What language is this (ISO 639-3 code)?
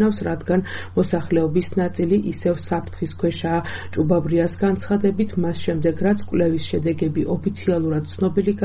kat